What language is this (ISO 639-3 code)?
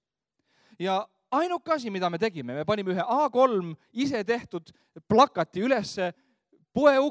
est